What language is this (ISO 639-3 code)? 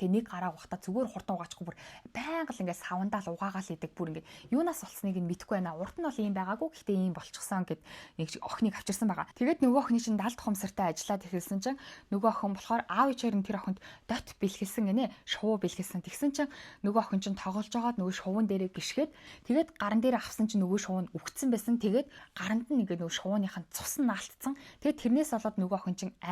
mon